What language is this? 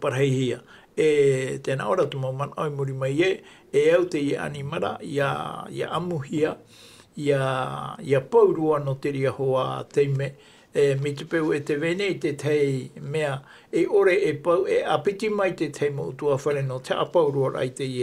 Tahitian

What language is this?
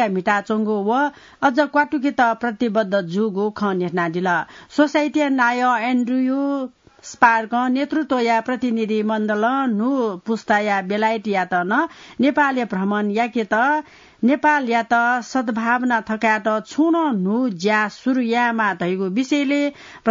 Newari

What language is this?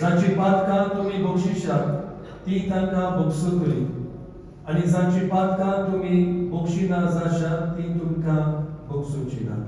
Konkani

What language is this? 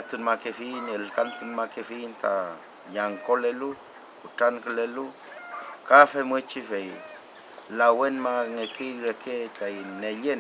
Mapuche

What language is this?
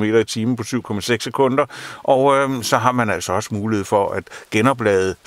Danish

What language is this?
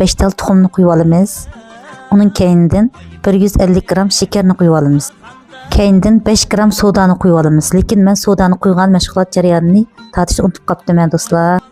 Uyghur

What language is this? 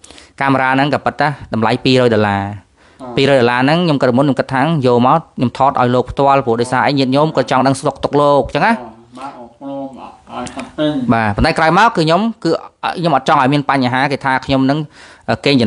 Khmer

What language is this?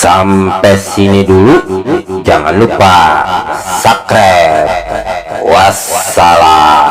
Betawi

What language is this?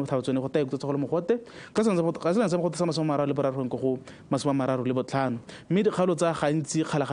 Tswana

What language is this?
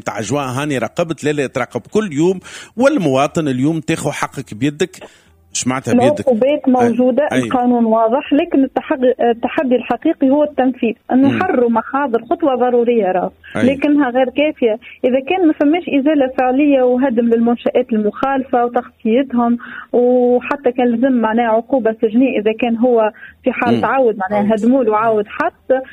Tunisian Arabic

